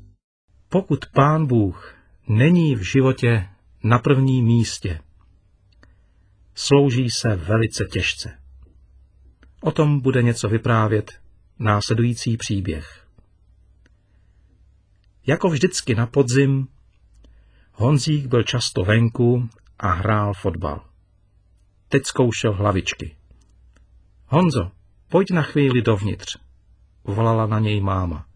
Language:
Czech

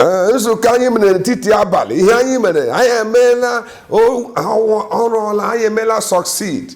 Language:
Igbo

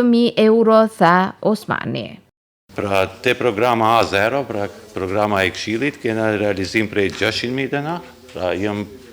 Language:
Albanian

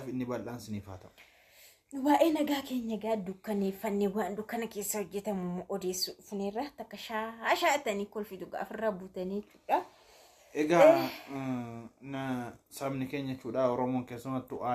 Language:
Oromo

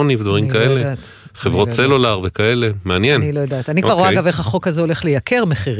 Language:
Hebrew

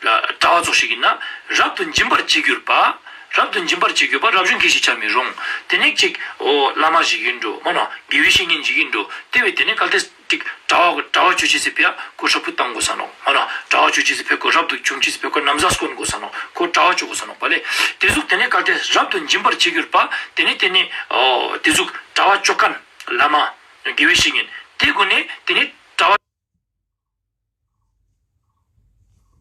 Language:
Ladakhi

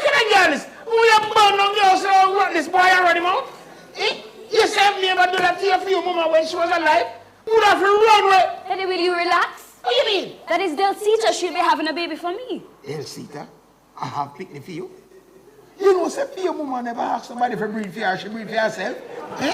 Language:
Jamaican Creole English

